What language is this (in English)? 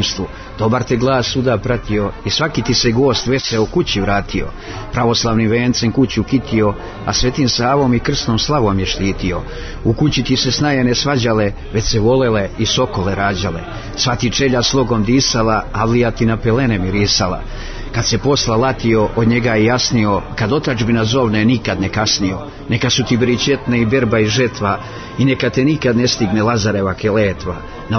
Serbian